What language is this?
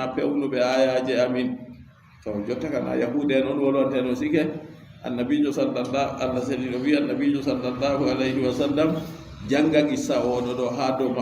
Fula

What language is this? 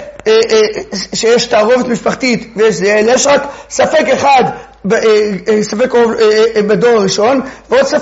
Hebrew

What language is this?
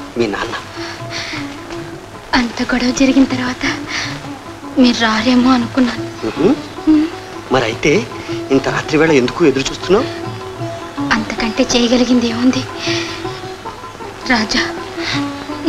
Telugu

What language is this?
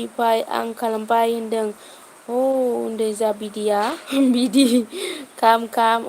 Bodo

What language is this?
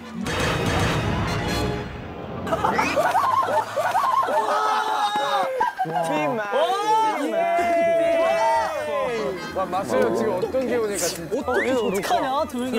Korean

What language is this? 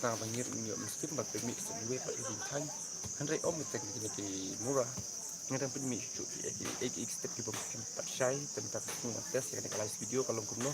Khasi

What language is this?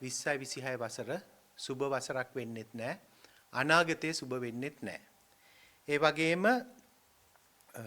Sinhala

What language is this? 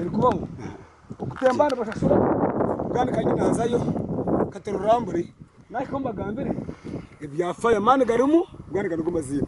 Nyankole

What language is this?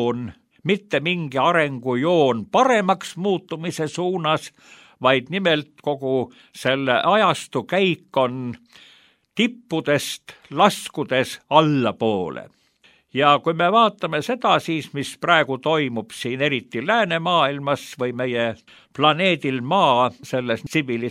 Estonian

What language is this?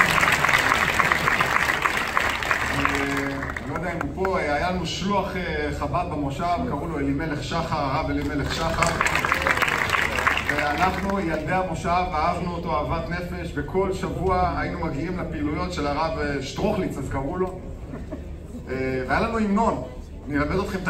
Hebrew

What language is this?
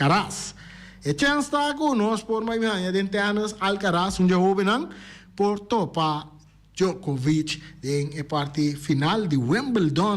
Papiamento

